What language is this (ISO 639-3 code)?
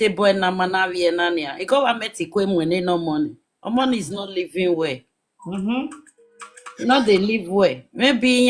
pcm